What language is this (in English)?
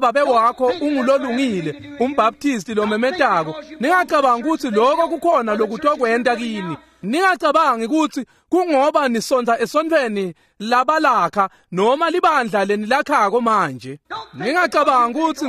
Swati